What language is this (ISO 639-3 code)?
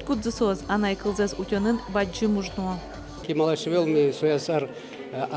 udm